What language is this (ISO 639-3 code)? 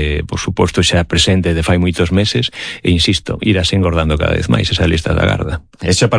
glg